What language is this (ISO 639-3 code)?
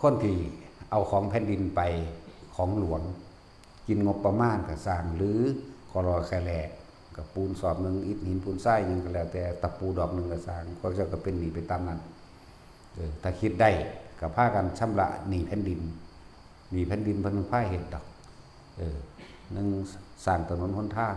tts